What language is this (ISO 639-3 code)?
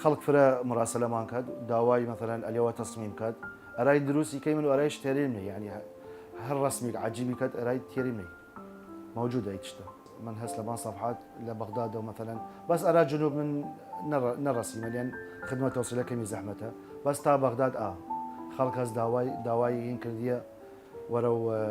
sdh